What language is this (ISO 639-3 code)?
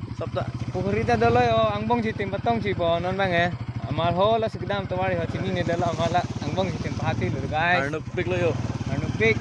mjw